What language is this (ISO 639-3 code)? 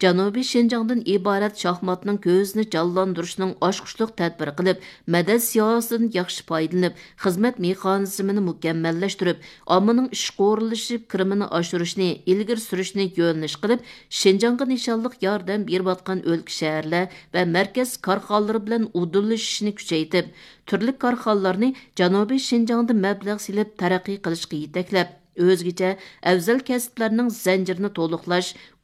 uig